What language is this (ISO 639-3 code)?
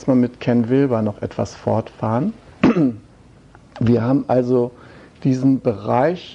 deu